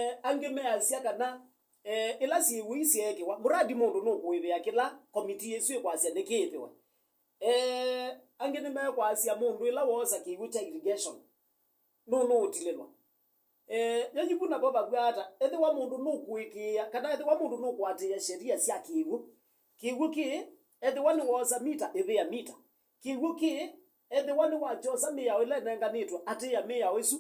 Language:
Kamba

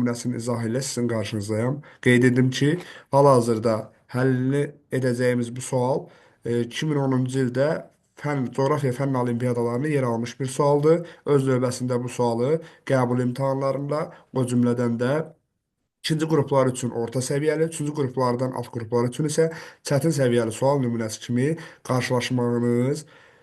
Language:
Azerbaijani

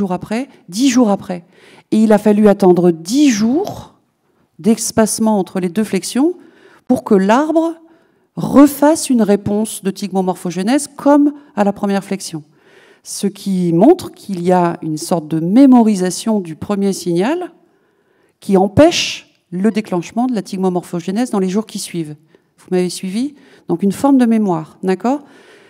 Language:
French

